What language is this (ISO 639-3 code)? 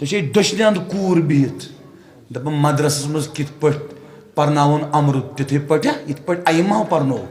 kas